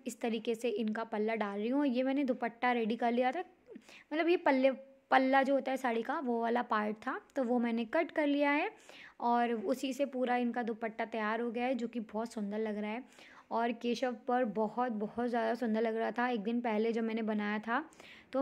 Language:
Hindi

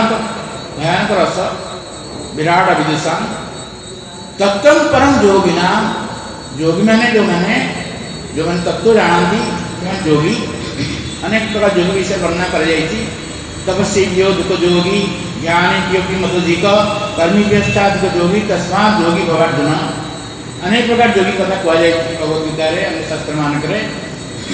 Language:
Odia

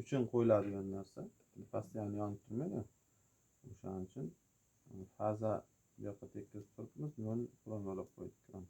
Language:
Uzbek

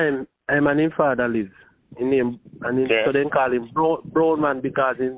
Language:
Jamaican Creole English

